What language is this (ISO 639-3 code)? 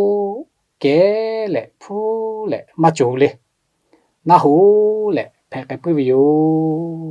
lhu